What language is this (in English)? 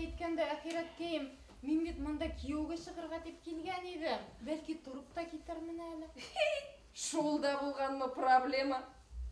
Bashkir